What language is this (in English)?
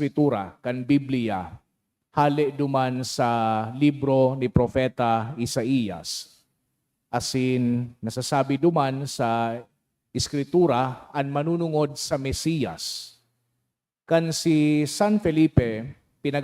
Bikol